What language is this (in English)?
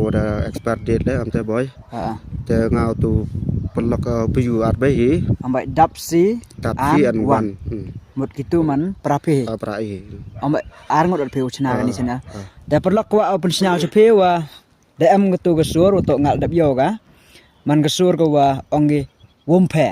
Khasi